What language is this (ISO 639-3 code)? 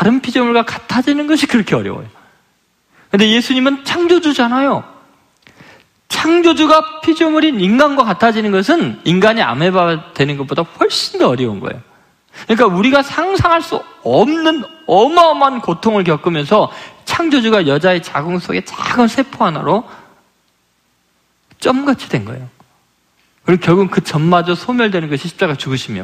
kor